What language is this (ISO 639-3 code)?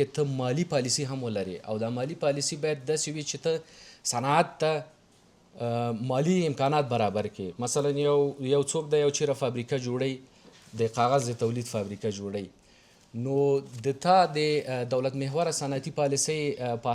pus